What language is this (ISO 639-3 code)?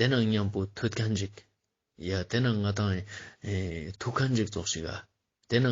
lbj